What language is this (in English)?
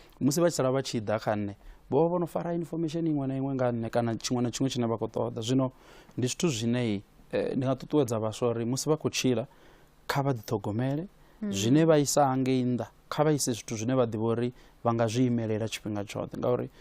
Venda